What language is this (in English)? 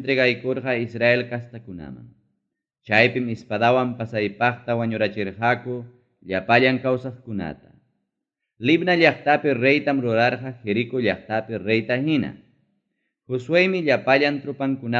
Ayacucho Quechua